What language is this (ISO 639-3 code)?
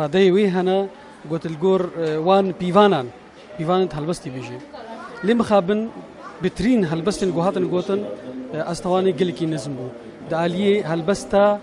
kur